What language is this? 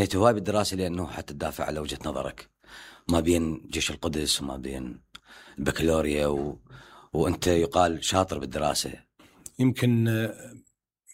Mesopotamian Arabic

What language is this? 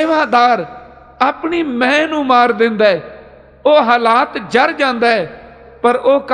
Punjabi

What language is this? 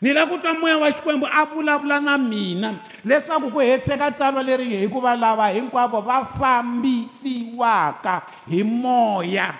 Tsonga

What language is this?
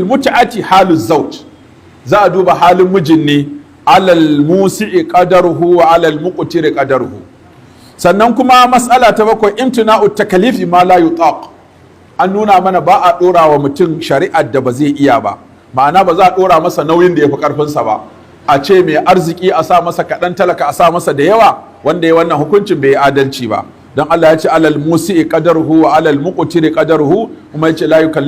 Hausa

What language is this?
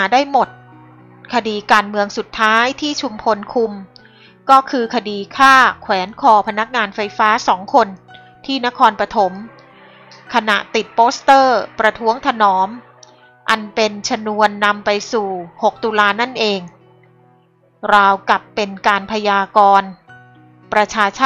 Thai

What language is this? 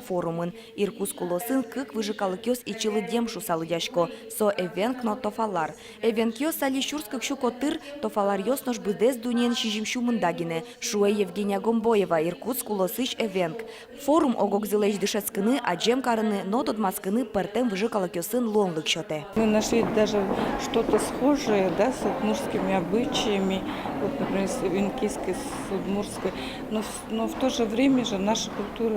Udmurt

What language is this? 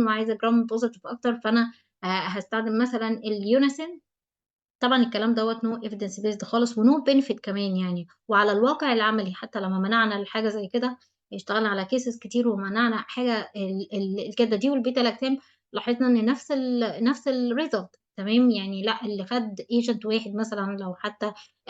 Egyptian Arabic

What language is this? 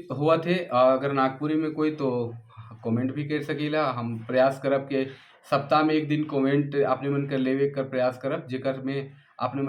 Sadri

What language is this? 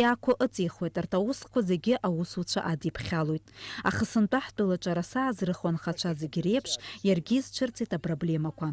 Abkhazian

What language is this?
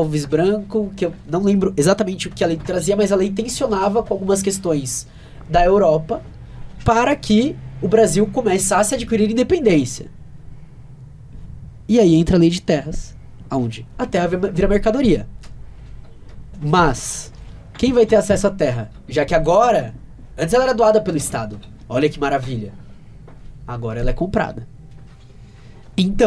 Portuguese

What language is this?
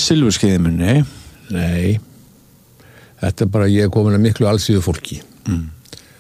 Icelandic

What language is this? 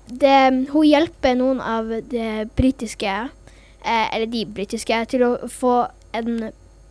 Norwegian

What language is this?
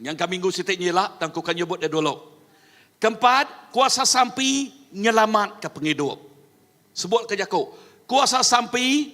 Iban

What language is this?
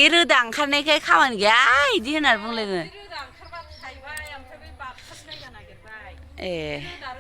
Bodo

